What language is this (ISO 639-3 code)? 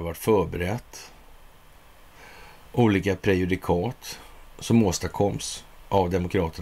swe